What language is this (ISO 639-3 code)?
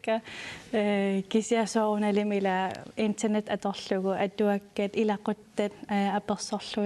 kal